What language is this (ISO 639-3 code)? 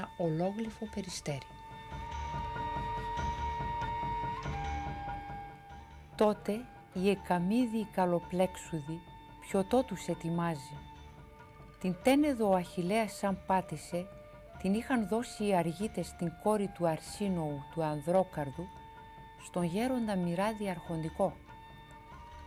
ell